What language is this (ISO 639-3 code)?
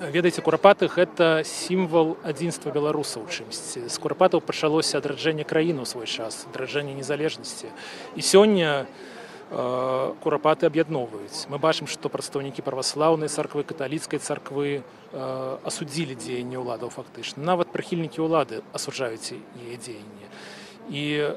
bel